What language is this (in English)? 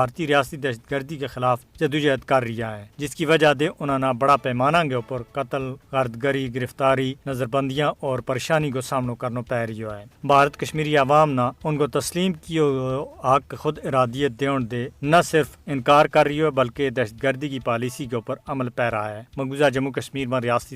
Gujari